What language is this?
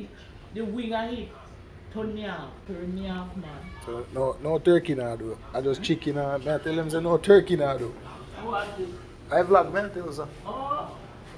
Jamaican Creole English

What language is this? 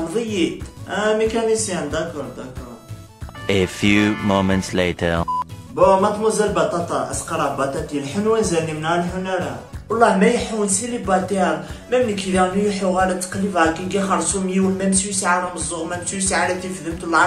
Kabyle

